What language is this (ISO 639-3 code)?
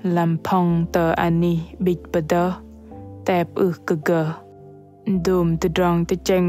bdq